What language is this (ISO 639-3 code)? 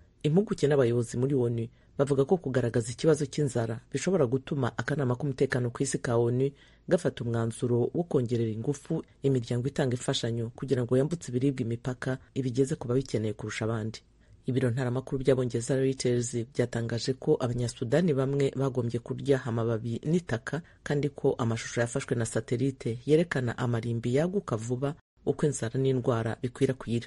kin